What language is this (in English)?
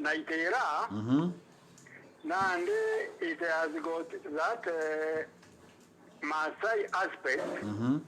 Meru